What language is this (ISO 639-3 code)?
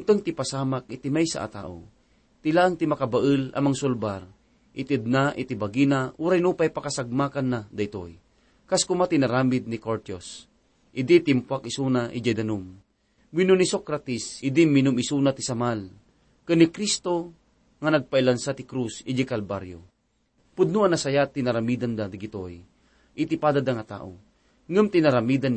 ilo